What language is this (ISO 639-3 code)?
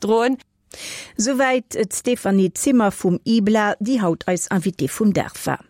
ltz